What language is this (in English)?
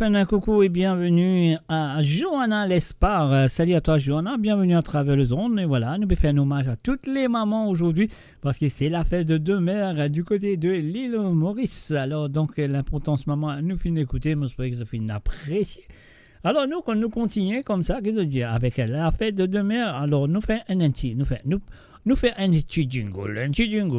Morisyen